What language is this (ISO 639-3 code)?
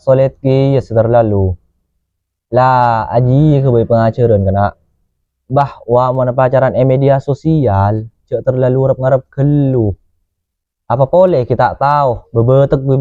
mad